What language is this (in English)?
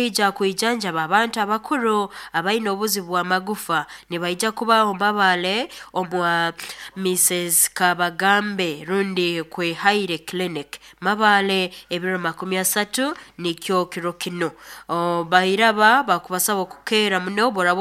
Nyoro